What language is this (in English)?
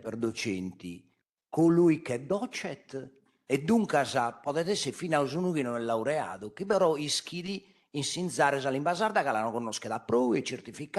Sardinian